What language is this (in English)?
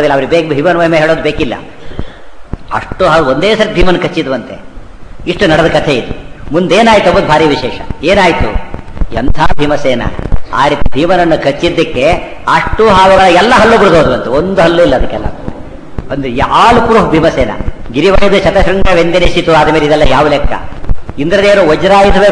Kannada